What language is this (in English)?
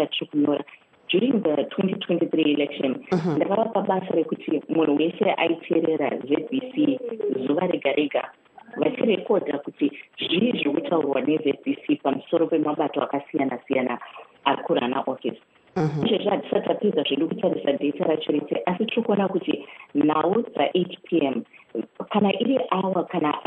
Shona